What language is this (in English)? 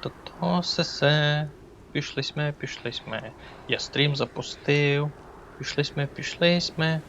Rusyn